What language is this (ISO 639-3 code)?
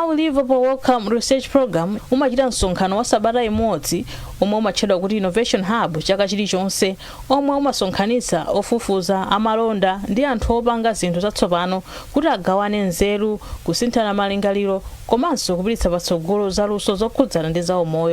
nya